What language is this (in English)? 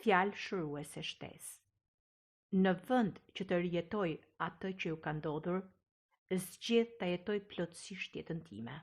Albanian